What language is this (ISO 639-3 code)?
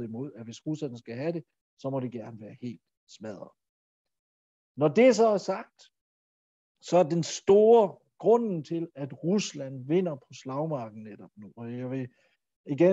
dan